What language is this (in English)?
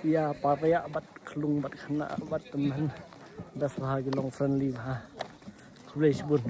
Khasi